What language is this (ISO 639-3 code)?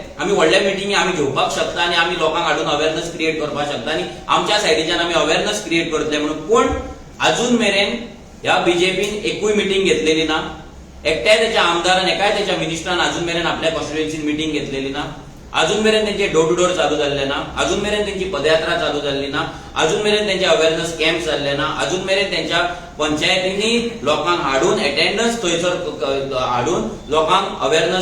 kok